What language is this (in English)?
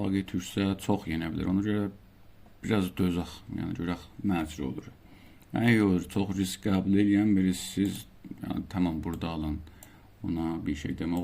South Azerbaijani